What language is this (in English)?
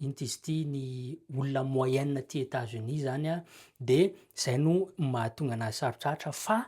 Malagasy